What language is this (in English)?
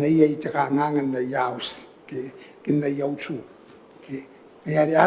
Gilbertese